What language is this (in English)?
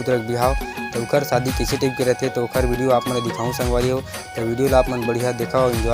Chhattisgarhi